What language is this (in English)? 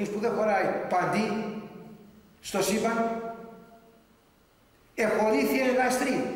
Greek